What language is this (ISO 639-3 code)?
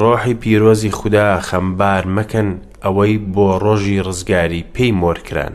ckb